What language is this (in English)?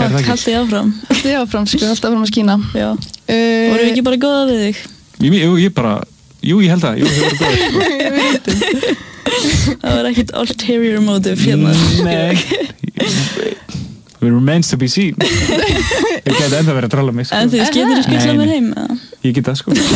Icelandic